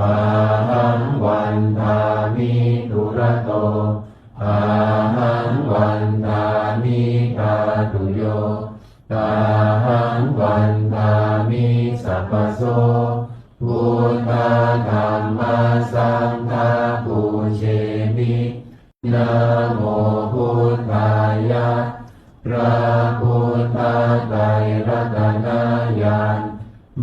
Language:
Pali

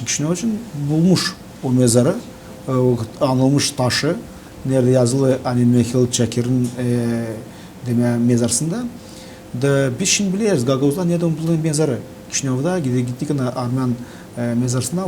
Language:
Gagauz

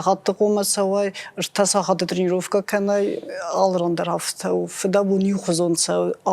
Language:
Ossetic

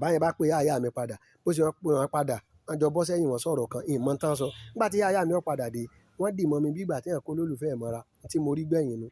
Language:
Yoruba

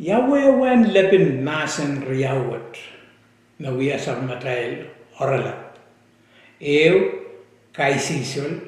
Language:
Pohnpeian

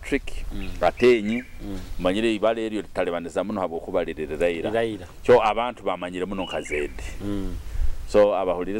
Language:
Nyoro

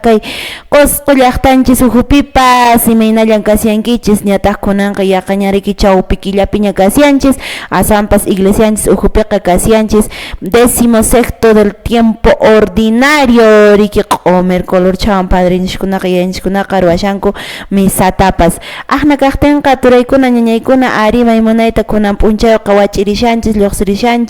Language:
Quechua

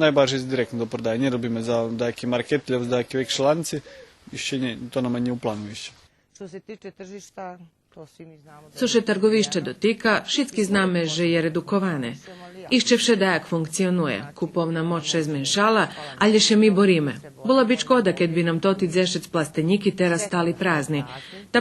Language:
Rusyn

